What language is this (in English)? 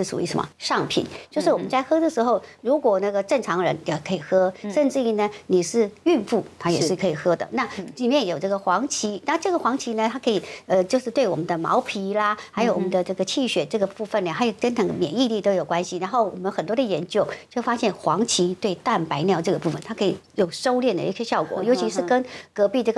Chinese